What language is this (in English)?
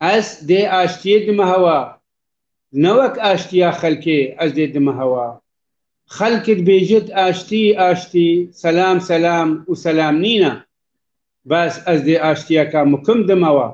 Kurdish